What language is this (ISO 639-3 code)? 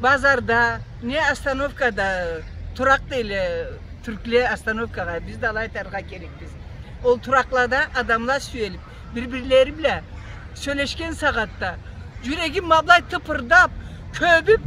krc